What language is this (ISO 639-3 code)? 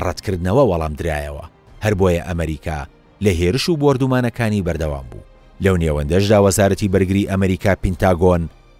ckb